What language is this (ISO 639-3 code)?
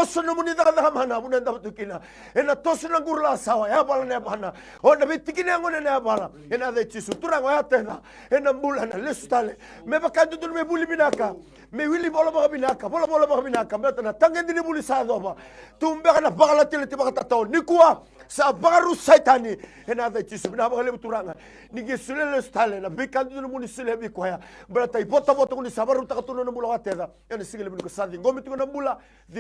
fij